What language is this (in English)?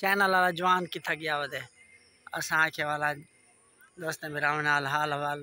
Saraiki